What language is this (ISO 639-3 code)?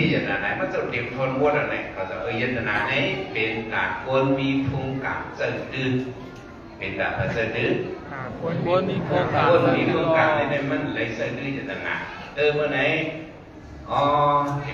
shn